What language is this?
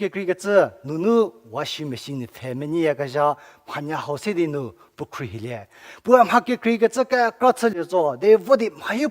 Angami Naga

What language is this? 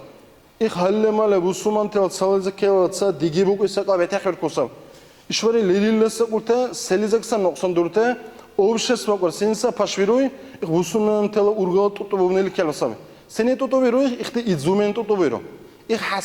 Dargwa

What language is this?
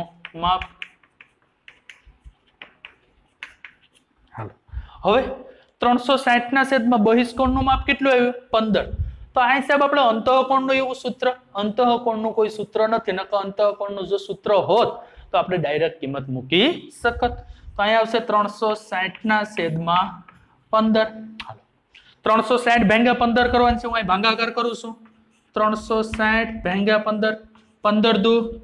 Gujarati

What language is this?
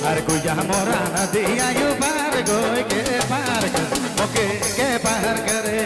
Sadri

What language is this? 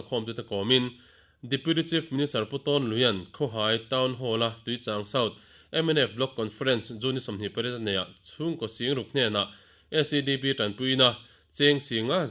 Mizo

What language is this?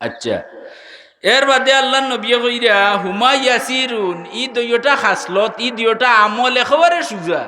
Sylheti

